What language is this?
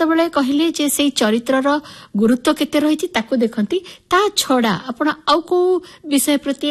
Odia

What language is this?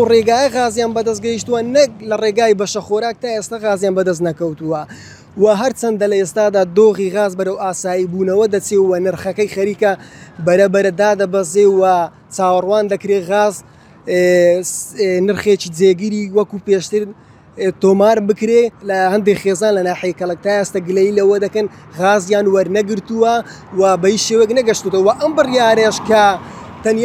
Central Kurdish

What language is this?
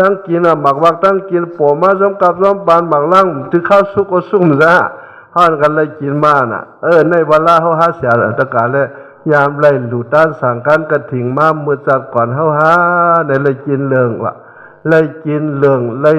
Shan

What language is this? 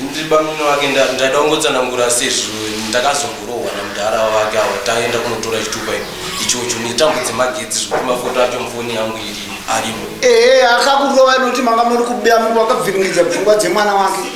Shona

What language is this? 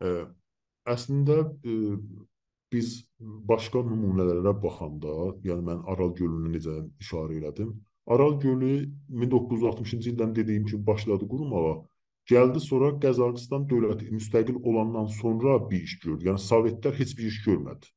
South Azerbaijani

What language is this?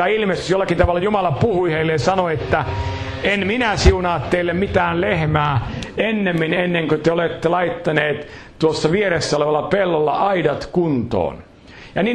Finnish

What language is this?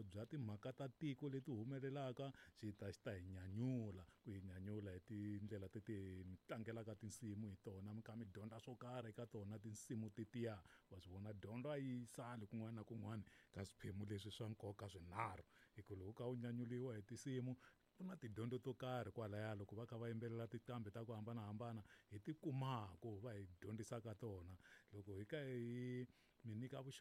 Tsonga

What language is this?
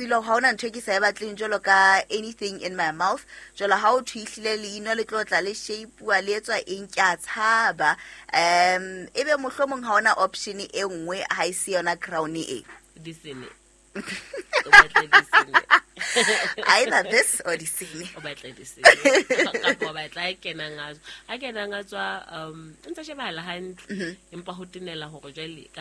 Southern Sotho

